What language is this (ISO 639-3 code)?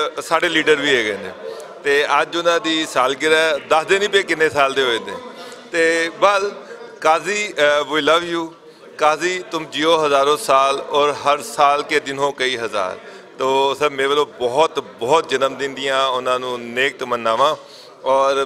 lah